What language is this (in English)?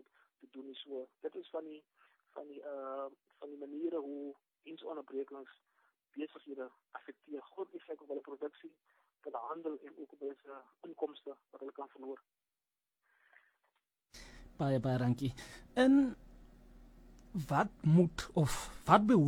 Afrikaans